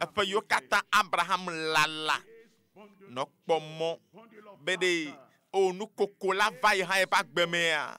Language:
Ewe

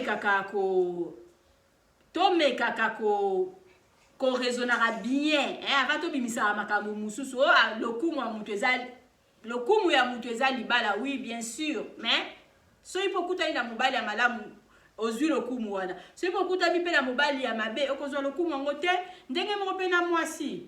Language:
Lingala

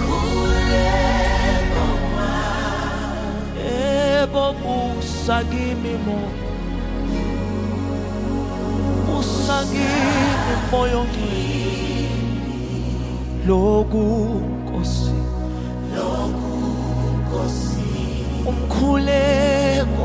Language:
Zulu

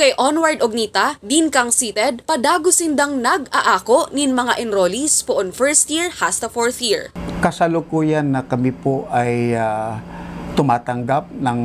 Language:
Bikol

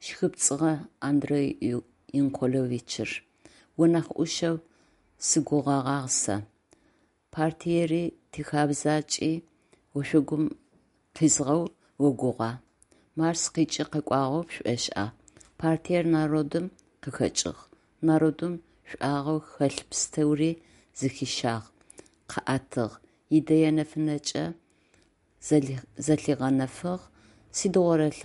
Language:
Adyghe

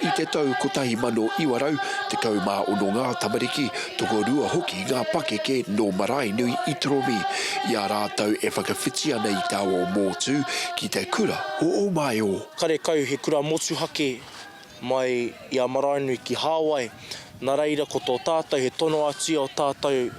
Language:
Māori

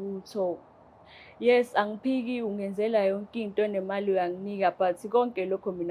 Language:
Zulu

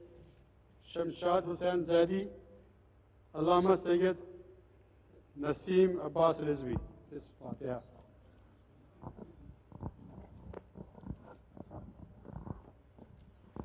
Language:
Urdu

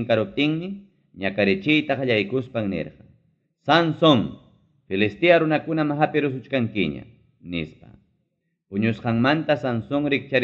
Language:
Ayacucho Quechua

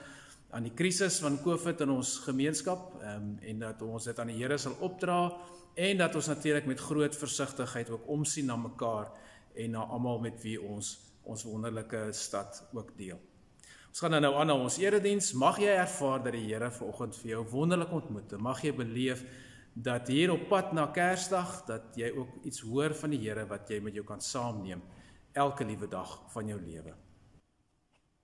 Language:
Afrikaans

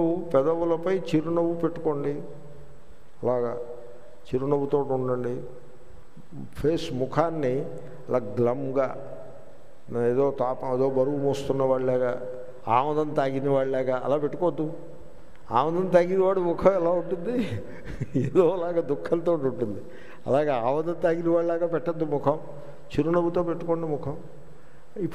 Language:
Telugu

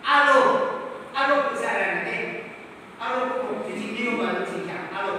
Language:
Yimchungru Naga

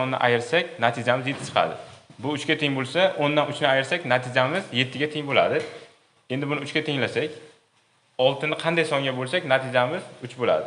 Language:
Uzbek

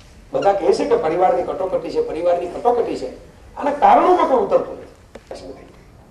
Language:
Gujarati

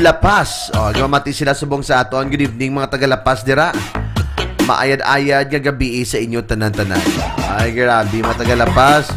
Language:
Hiligaynon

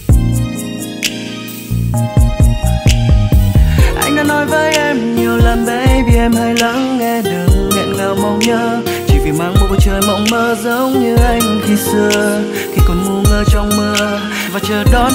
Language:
Vietnamese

